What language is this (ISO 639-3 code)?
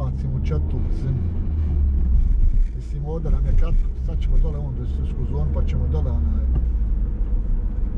hrv